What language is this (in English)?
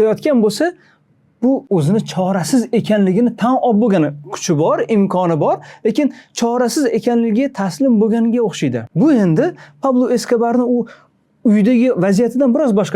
Uzbek